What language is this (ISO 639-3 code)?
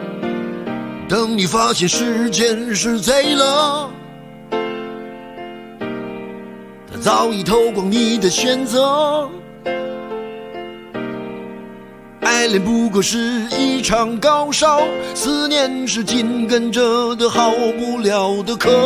zho